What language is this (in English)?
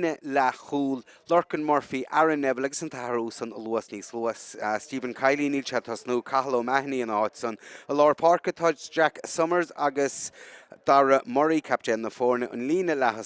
Irish